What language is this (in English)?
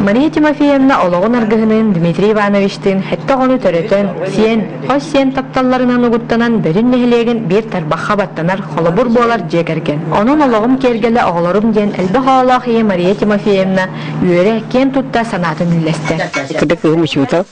Yakut